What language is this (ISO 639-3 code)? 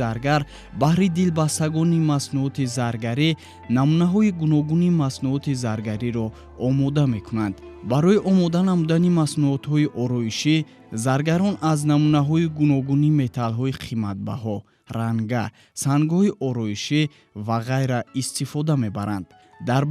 tgk